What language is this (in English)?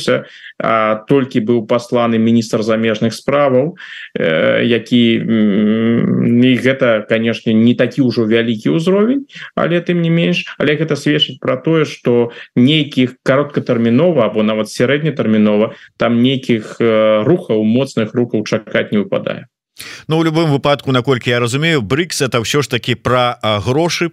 Belarusian